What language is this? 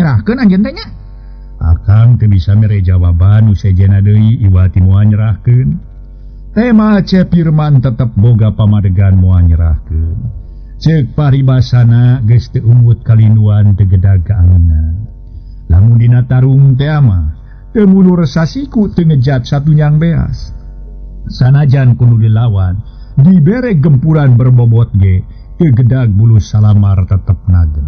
Sundanese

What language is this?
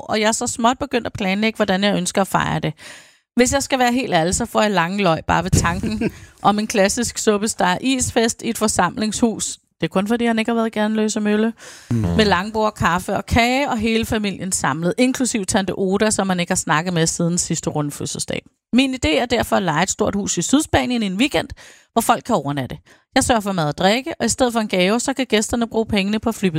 Danish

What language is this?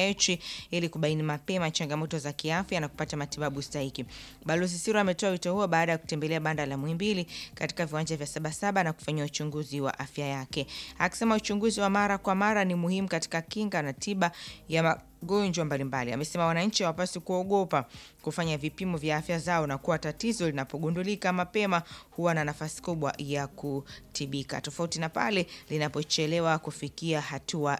Swahili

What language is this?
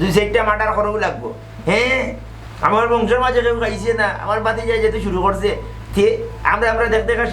Sylheti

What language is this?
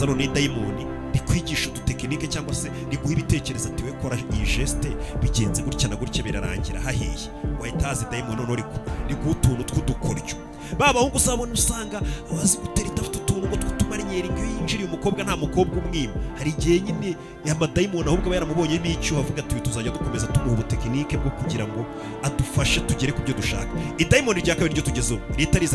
Kinyarwanda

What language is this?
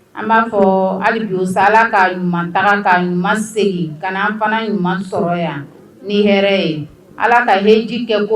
Bambara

